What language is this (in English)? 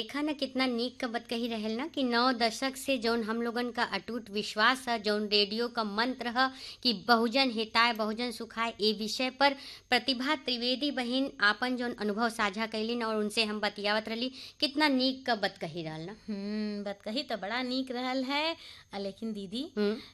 Bhojpuri